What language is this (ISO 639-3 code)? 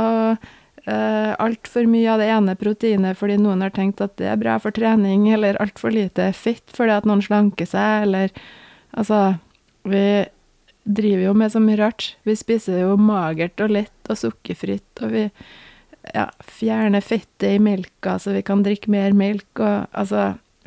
nor